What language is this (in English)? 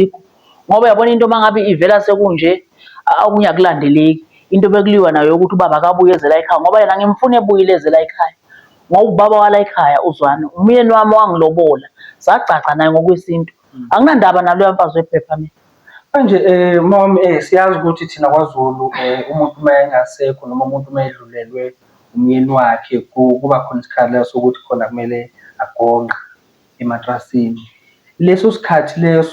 Zulu